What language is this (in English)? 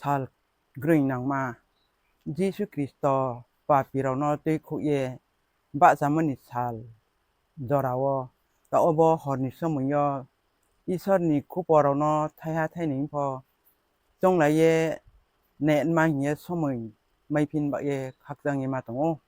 Riang (India)